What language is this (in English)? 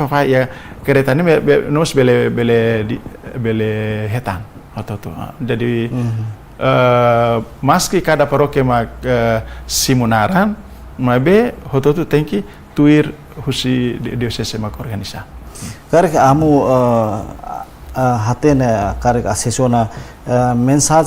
Tetum